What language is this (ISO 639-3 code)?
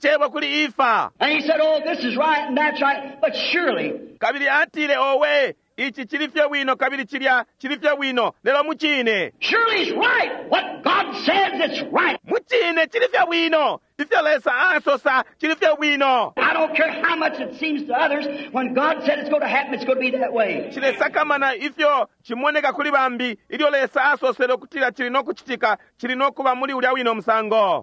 bem